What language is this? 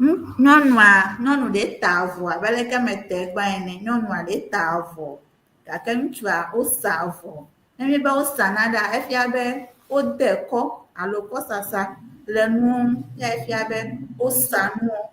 Ewe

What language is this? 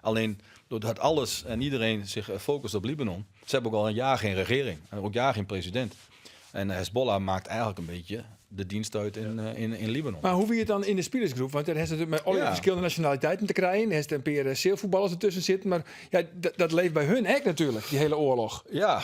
Western Frisian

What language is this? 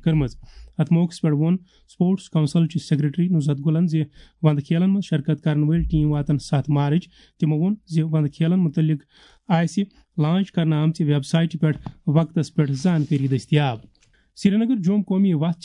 Kashmiri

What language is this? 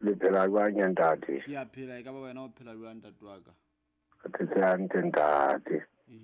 Southern Sotho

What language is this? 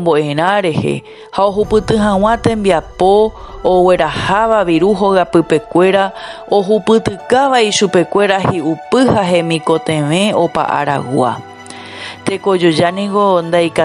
Guarani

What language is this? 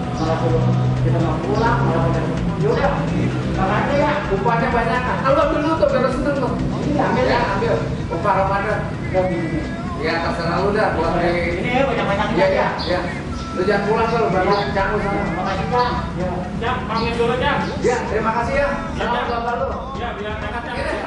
Betawi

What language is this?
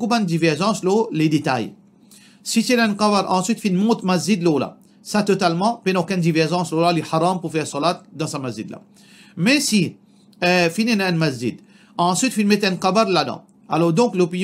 Morisyen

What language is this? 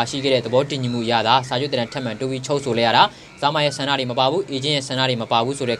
Burmese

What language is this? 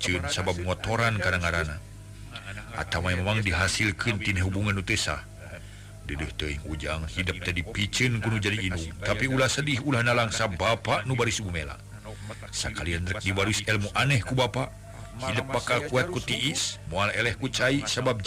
Sundanese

